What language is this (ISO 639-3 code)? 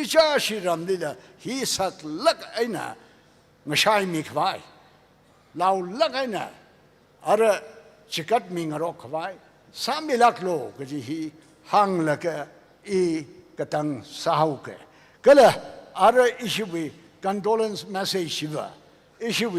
nmf